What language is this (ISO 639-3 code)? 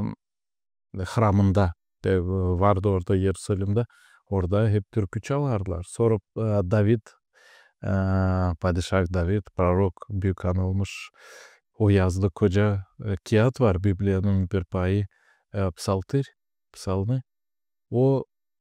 gag